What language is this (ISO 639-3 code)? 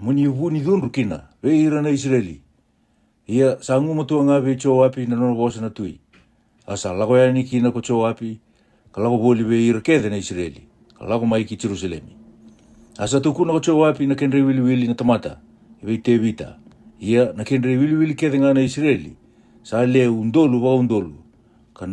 fij